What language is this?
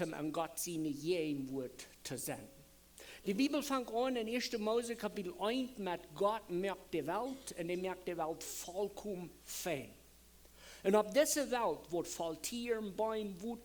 Plautdietsch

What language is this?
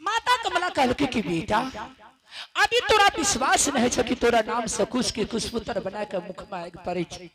Angika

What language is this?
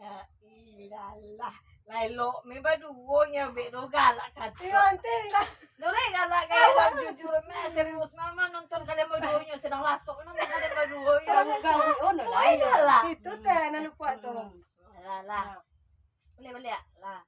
Minangkabau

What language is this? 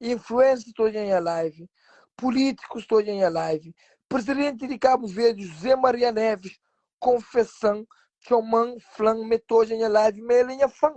Kabuverdianu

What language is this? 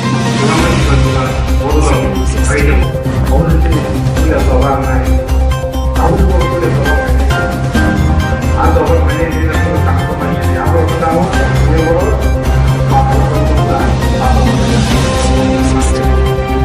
Kok Borok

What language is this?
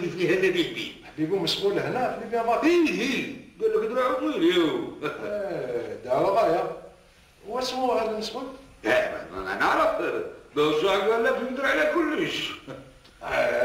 Algerian Arabic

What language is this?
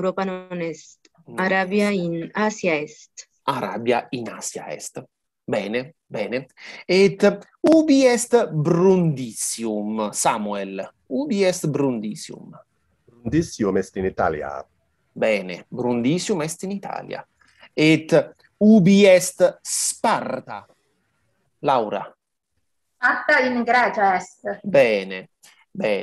Latin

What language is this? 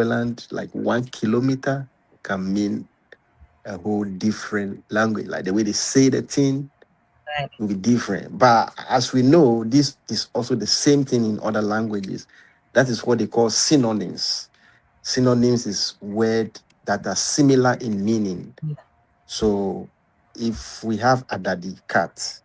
Ewe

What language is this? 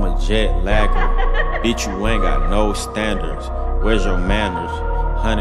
English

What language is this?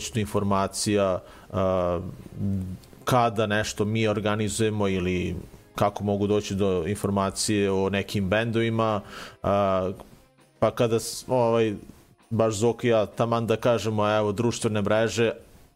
Serbian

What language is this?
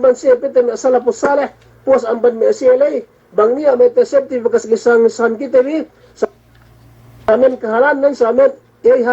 Yakan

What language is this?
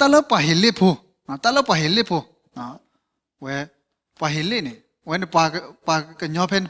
S'gaw Karen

